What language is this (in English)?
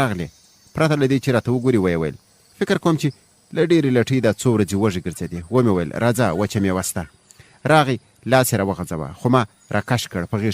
Pashto